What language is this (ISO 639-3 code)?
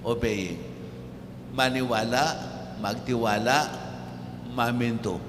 pam